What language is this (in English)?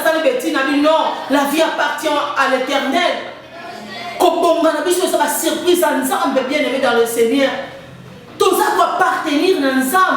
Lingala